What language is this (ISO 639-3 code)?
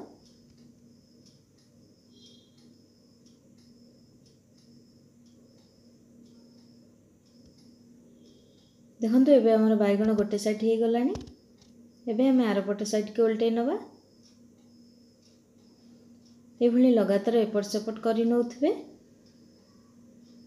ori